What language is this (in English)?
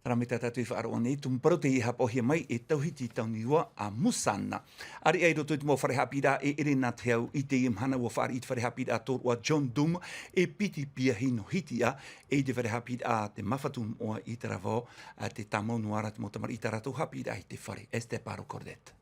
Tahitian